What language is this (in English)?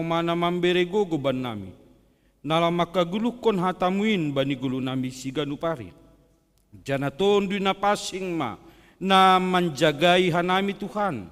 Batak Simalungun